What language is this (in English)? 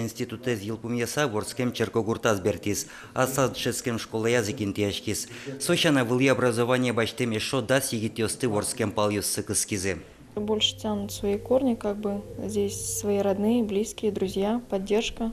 Udmurt